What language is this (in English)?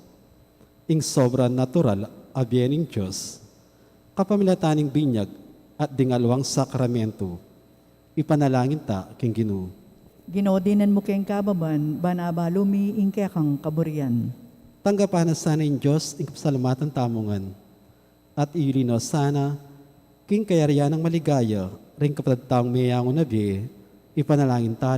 Pampanga